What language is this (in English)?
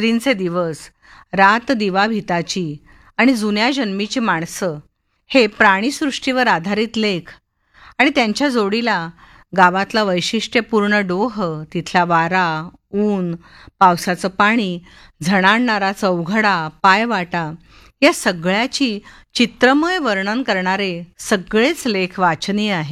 Marathi